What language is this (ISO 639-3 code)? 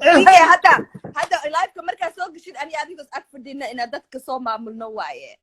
som